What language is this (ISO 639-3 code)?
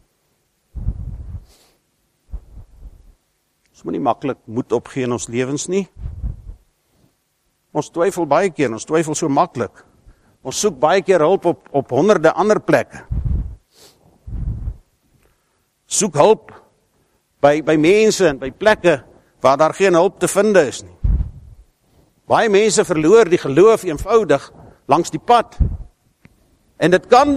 afr